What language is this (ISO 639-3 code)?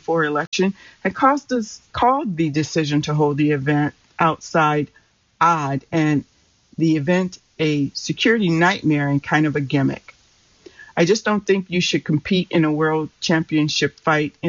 eng